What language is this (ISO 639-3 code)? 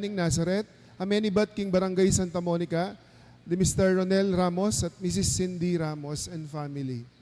pam